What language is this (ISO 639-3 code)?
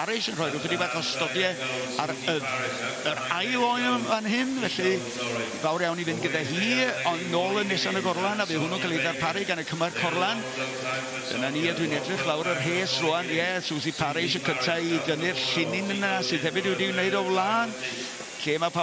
cym